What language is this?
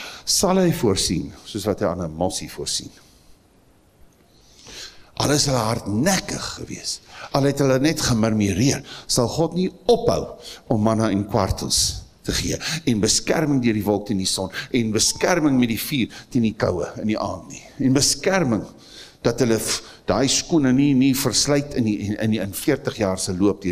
Afrikaans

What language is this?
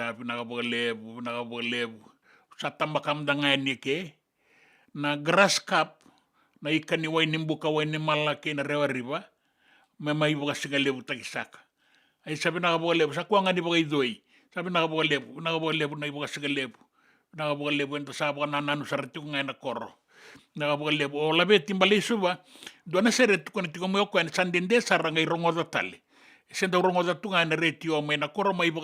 Fijian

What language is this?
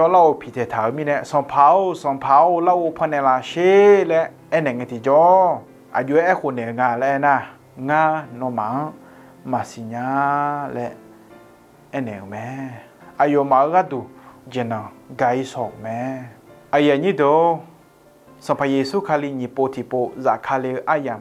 Akha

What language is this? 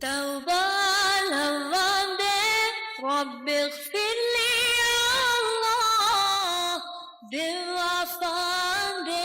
Divehi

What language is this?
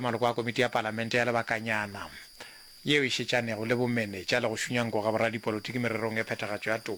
Northern Sotho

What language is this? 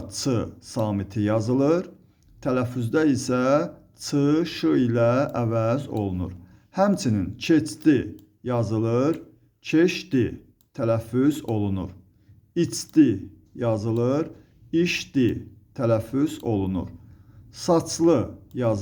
Azerbaijani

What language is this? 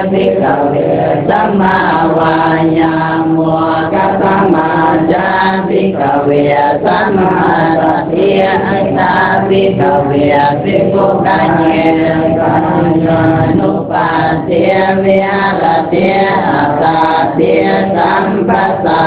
Pali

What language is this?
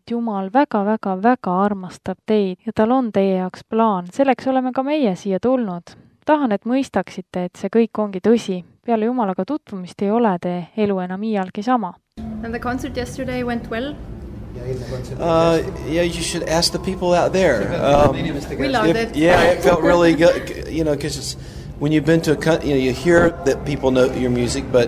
Estonian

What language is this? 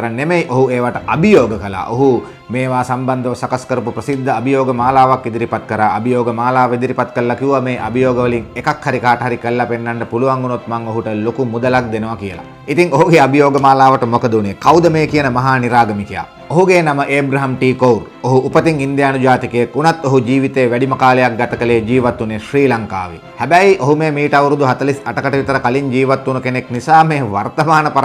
Sinhala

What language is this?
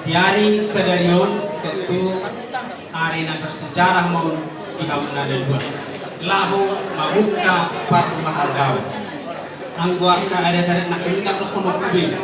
Batak Toba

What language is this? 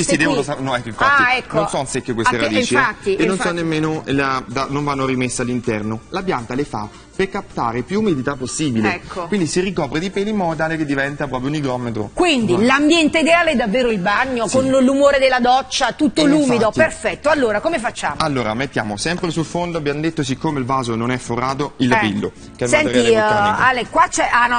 Italian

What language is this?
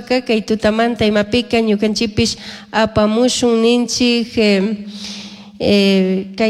Chimborazo Highland Quichua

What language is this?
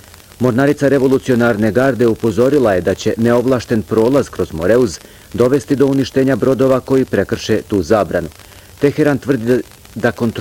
Bosnian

